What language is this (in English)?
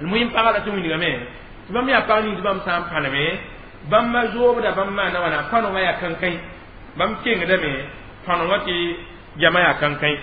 Mossi